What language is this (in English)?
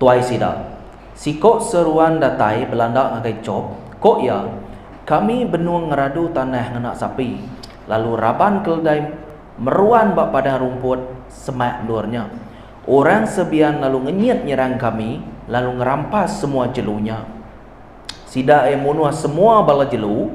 Iban